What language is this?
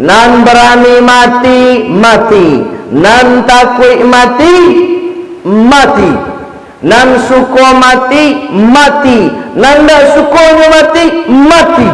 Minangkabau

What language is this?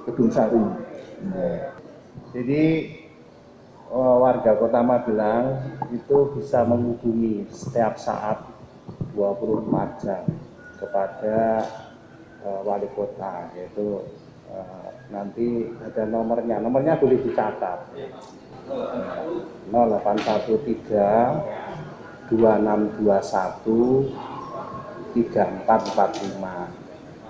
Indonesian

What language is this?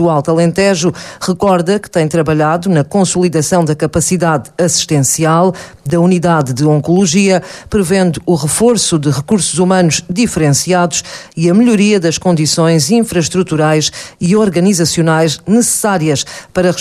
Portuguese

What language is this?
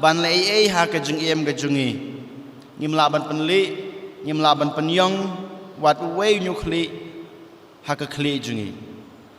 Khasi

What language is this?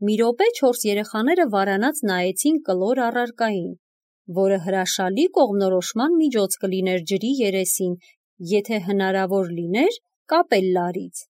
Armenian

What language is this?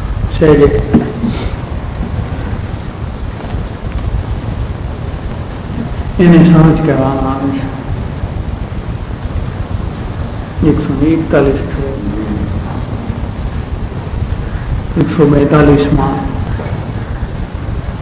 Gujarati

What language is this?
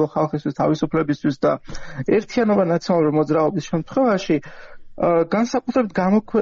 Georgian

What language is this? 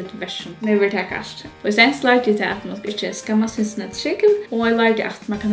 Faroese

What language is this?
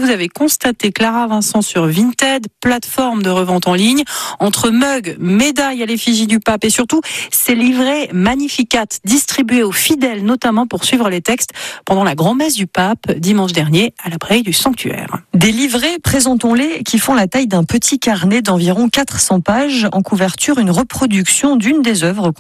French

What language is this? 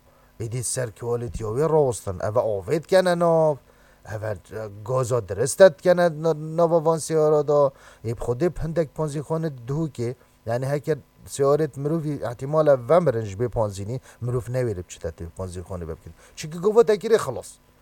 Kurdish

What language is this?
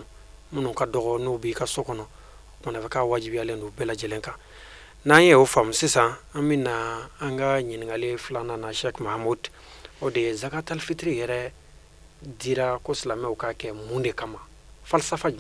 Bambara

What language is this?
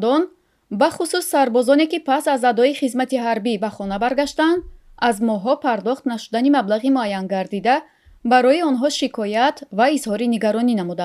Tajik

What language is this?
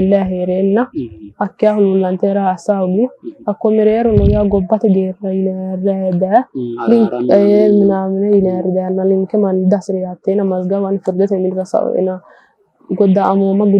Sidamo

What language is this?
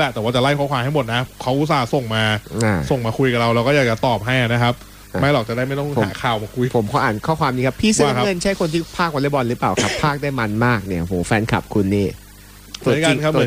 Thai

